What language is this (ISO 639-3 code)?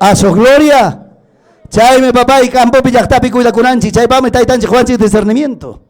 quy